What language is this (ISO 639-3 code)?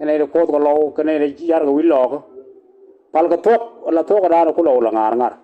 nus